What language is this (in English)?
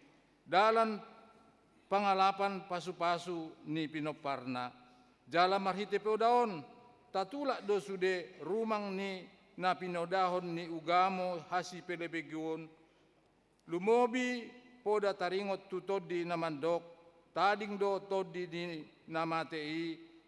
Batak Toba